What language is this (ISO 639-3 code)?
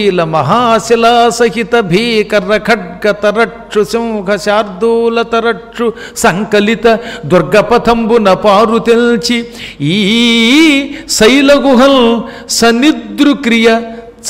tel